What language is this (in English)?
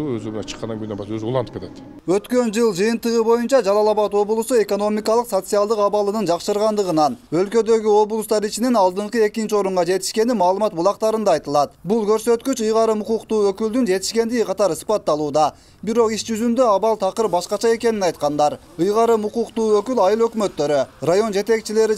Kyrgyz